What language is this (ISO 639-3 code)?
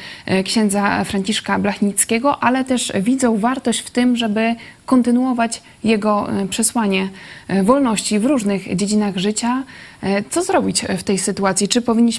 pol